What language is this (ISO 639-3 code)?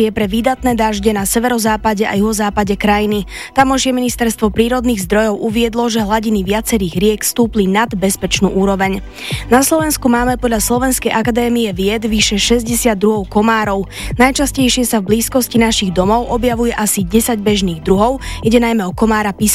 slk